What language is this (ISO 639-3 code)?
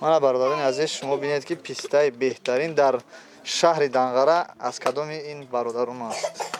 tgk